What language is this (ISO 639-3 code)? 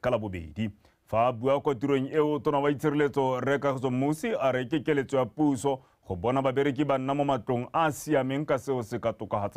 tsn